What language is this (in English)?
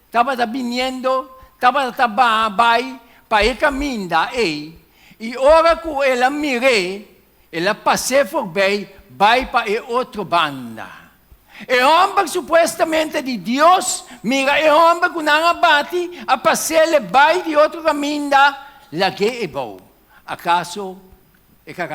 Papiamento